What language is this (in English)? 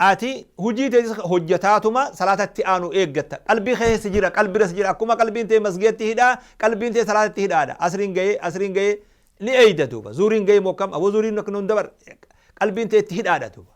Oromo